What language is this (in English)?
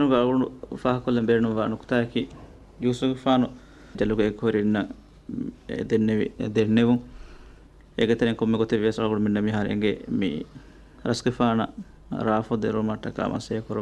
Divehi